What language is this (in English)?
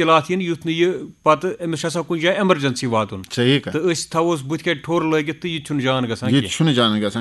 Kashmiri